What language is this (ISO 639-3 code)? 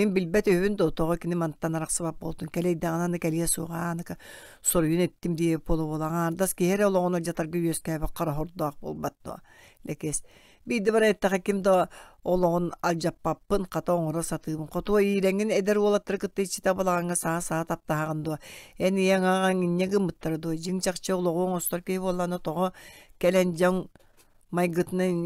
sah